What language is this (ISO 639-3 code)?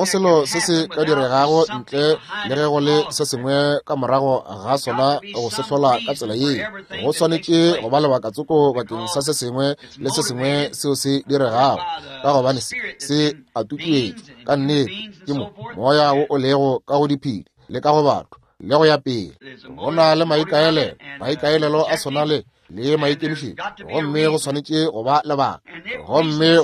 nso